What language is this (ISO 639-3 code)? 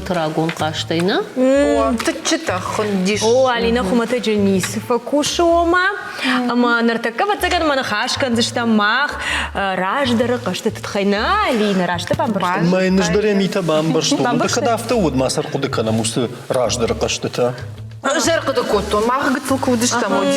oss